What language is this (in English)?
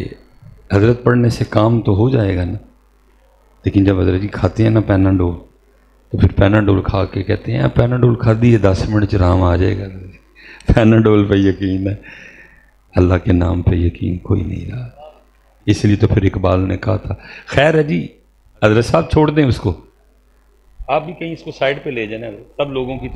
Urdu